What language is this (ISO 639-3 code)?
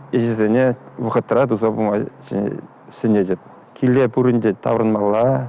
chv